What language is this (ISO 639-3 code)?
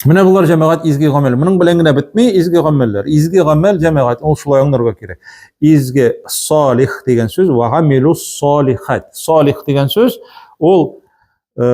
tat